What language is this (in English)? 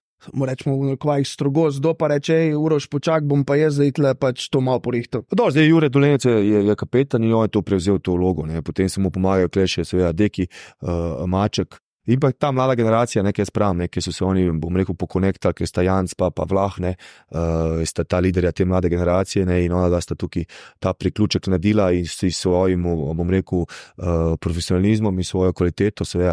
Slovenian